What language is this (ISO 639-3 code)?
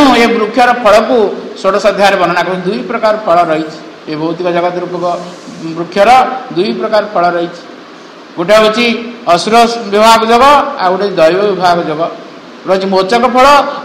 ori